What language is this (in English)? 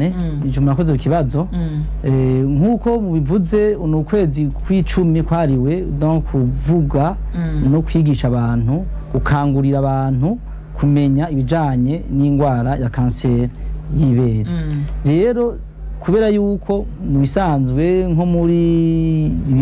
Rundi